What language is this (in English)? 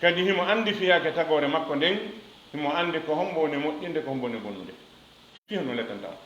Fula